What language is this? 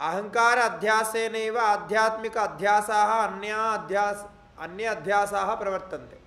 Sanskrit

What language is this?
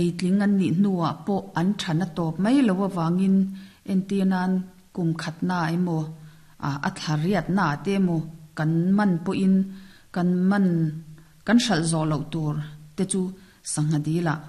Mizo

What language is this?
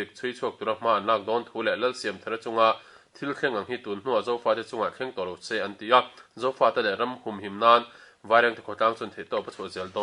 Mizo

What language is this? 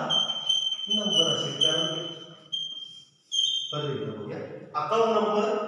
Marathi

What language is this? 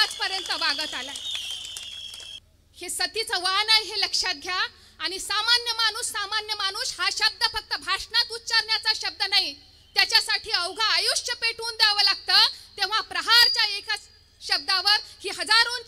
Marathi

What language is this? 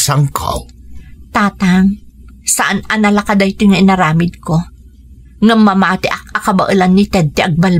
Iloko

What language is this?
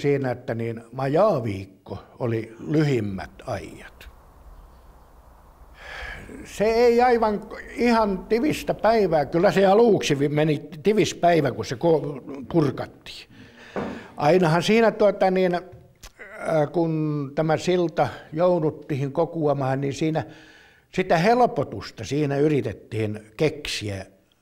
Finnish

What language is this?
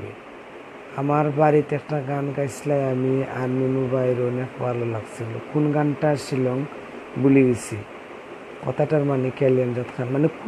Sylheti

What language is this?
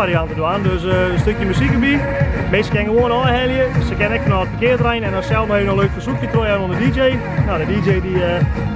Western Frisian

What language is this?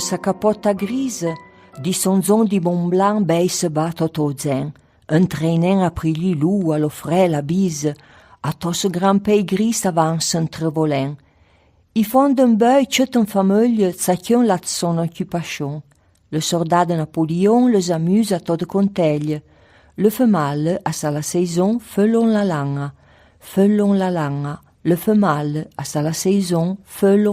Arpitan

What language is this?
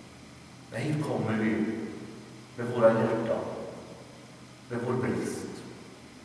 Swedish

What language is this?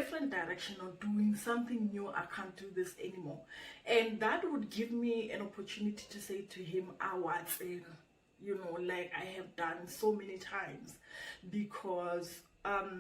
Tswana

